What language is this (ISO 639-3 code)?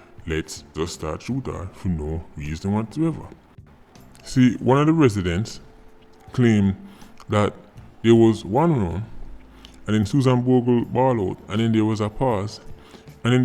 jam